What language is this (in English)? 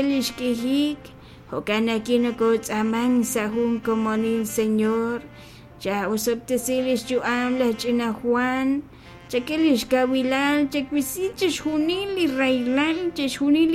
Kekchí